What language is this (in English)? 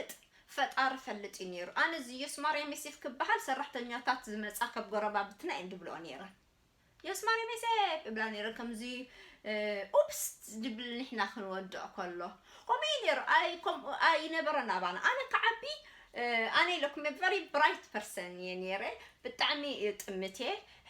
Tigrinya